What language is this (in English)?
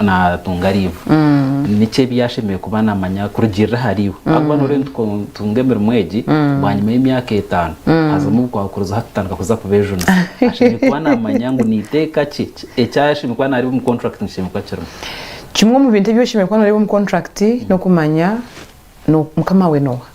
Nyankole